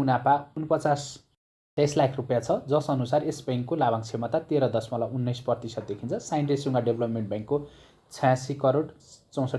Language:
Nepali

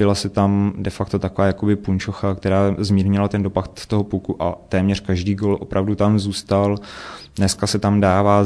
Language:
Czech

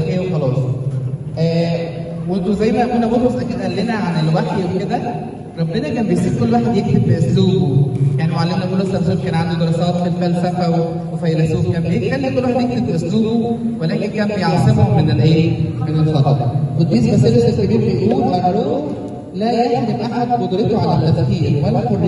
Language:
Egyptian Arabic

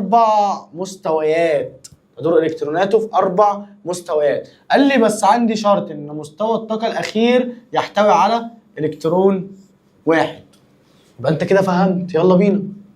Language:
Egyptian Arabic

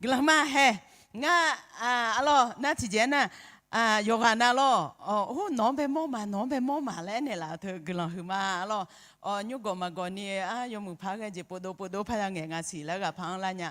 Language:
Akha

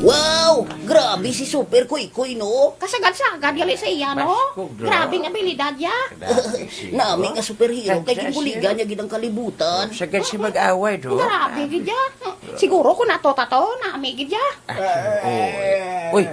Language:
Hiligaynon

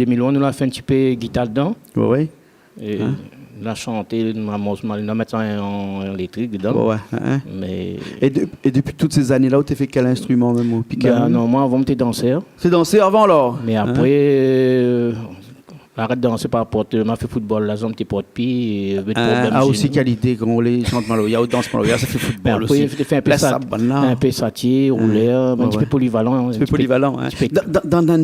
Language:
Réunion Creole French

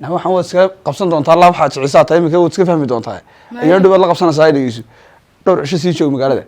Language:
Somali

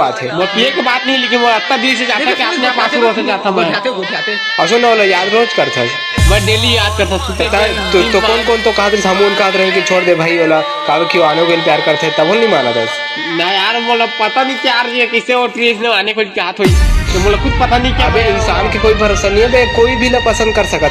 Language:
Chhattisgarhi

